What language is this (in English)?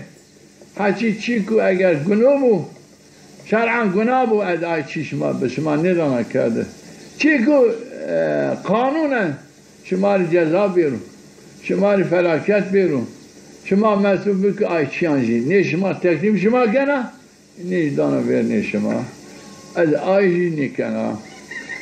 Zaza